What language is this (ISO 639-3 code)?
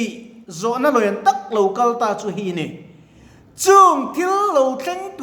lus